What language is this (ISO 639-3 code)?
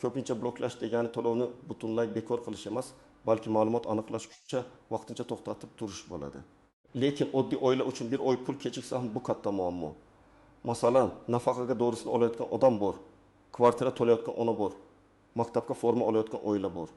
uzb